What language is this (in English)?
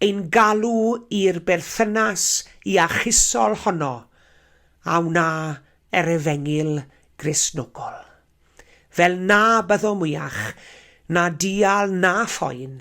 Welsh